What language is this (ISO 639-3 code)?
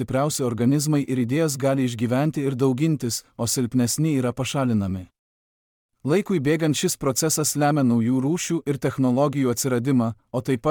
lit